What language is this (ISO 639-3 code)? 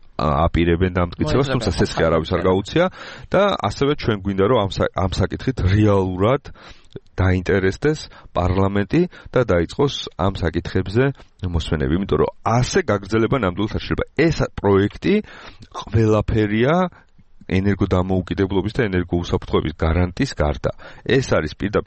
kat